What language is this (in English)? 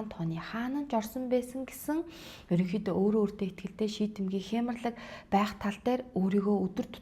Mongolian